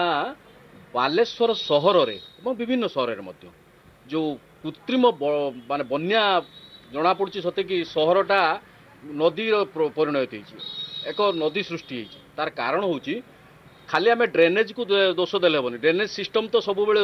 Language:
Odia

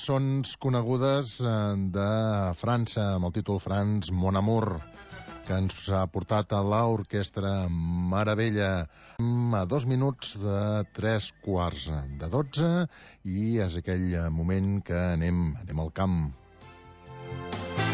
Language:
Catalan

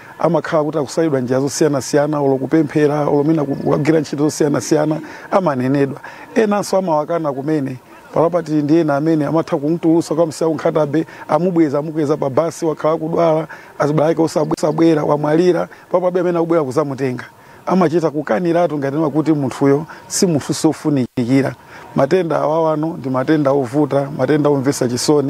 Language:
Nyanja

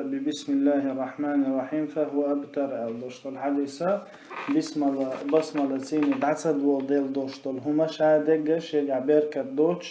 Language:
Chechen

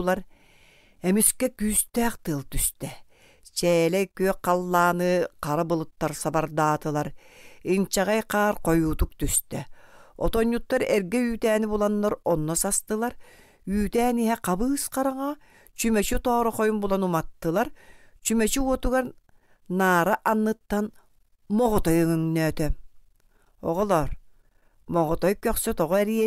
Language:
Yakut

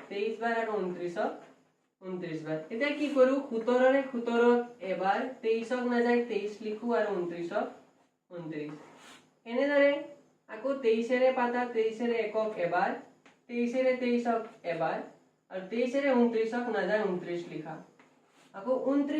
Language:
Assamese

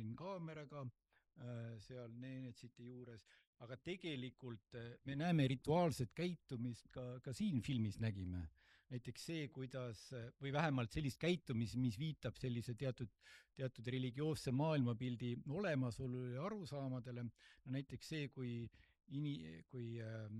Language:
Estonian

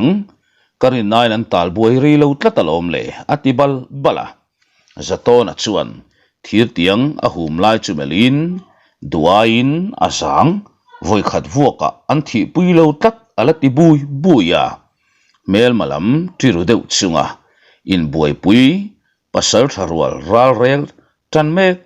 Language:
Mizo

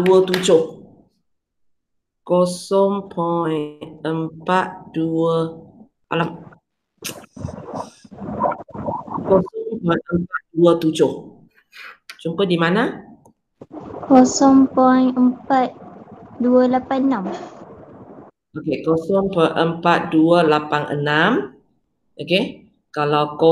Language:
Malay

